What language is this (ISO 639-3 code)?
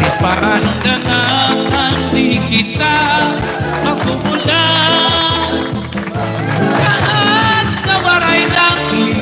war